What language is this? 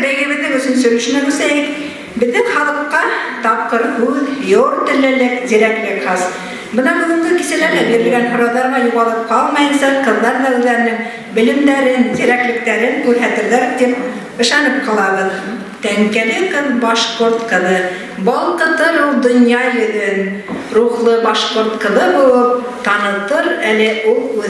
Bashkir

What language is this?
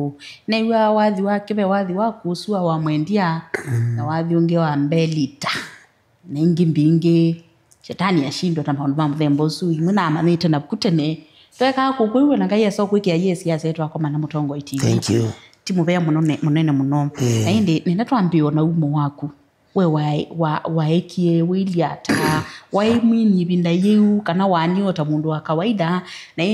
Kamba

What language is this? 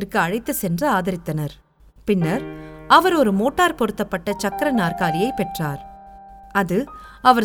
Tamil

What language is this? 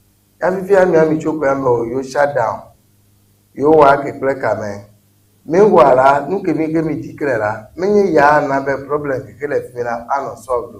Ewe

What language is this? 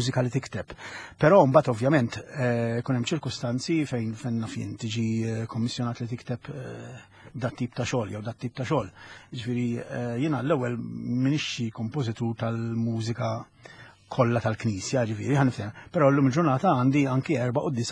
Maltese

